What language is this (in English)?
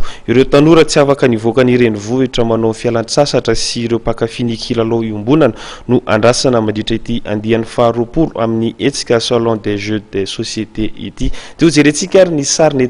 Malagasy